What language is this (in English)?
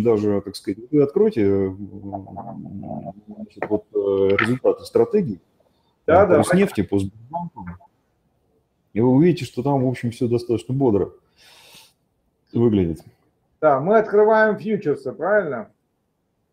Russian